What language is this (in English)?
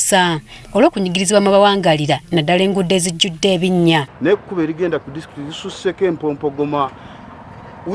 Ganda